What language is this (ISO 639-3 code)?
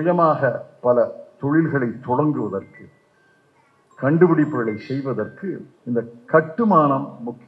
tam